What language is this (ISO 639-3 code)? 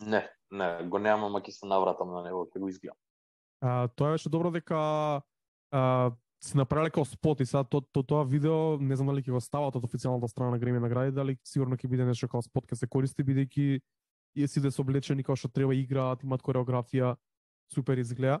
mkd